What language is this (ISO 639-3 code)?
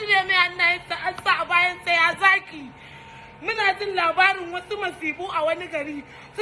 hau